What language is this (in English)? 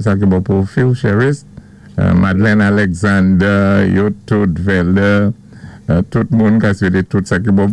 Saint Lucian Creole French